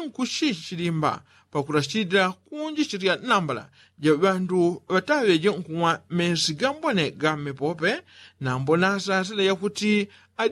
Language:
Yao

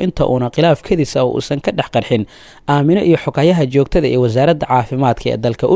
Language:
Somali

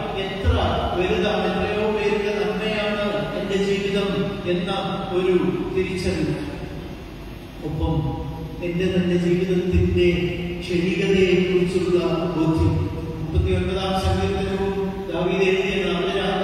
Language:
Malayalam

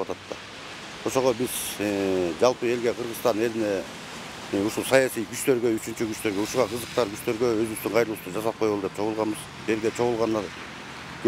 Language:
Kyrgyz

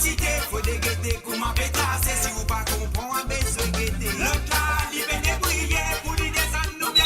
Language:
Morisyen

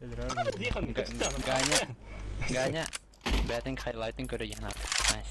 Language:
Yakut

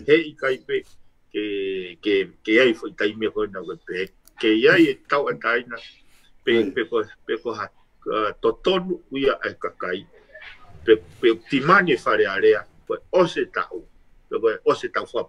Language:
Tongan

